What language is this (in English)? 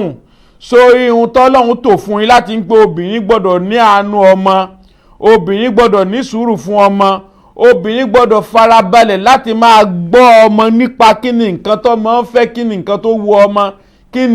Yoruba